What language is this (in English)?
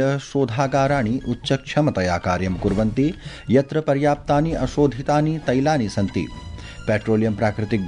Sanskrit